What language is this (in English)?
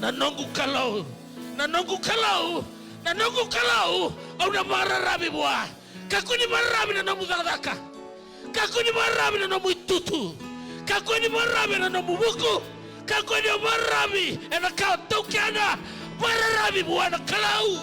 Fijian